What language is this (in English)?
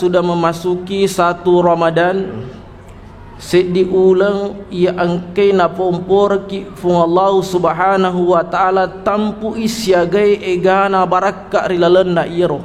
Buginese